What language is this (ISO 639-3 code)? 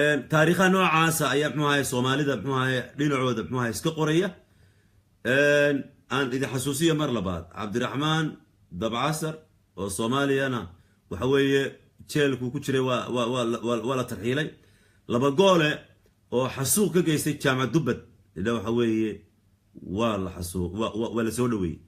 som